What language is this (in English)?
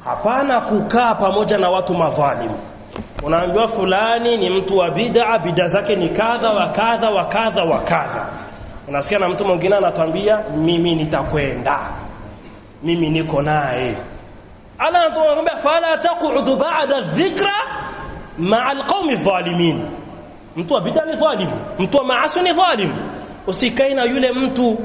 Swahili